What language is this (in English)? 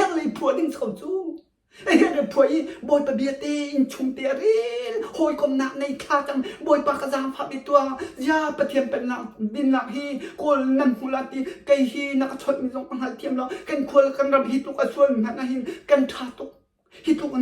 Hakha Chin